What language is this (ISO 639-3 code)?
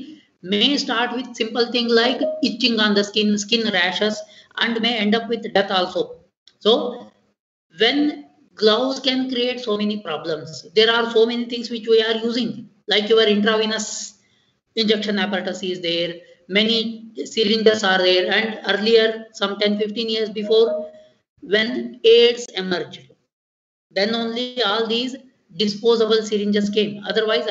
eng